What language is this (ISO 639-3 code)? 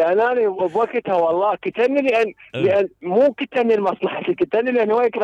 acm